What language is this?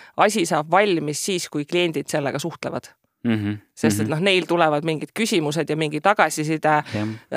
Estonian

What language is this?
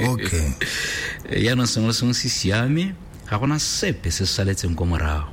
Tswana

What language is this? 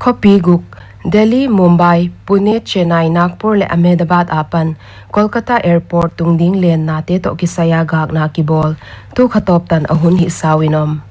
Paite Chin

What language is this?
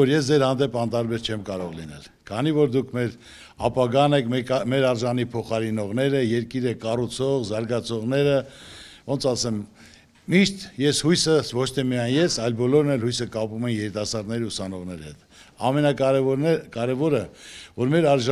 Armenian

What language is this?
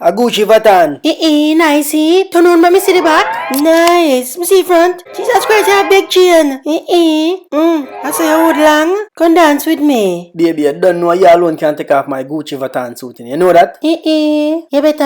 Jamaican Creole English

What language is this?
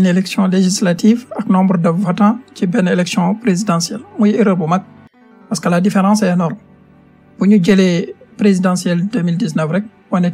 Wolof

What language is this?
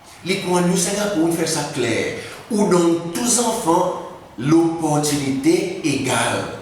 Seselwa Creole French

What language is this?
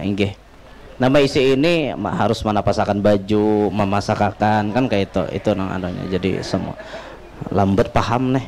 Banjar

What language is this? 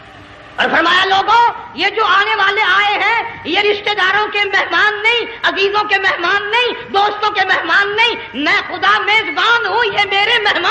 Urdu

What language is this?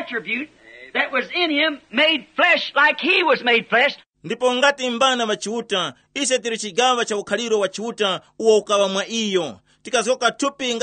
Tumbuka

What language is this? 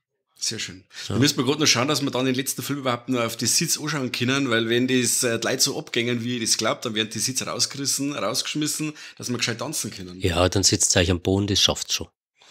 Bavarian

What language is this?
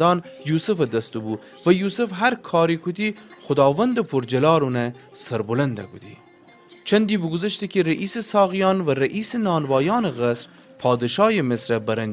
Gilaki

